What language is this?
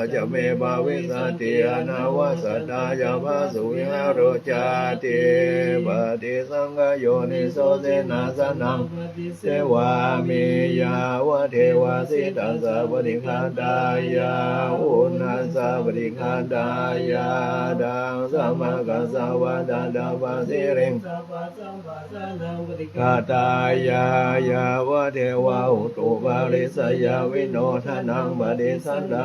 Pali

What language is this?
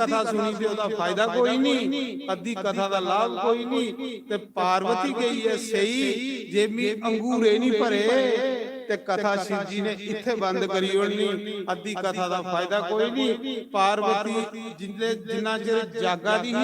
Dogri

